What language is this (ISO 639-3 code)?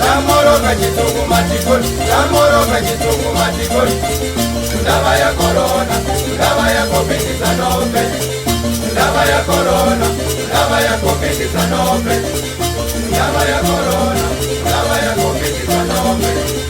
cce